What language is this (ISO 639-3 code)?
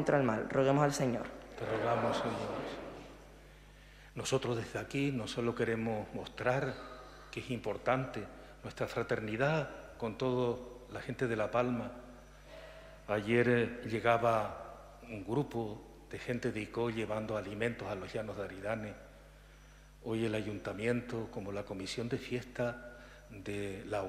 spa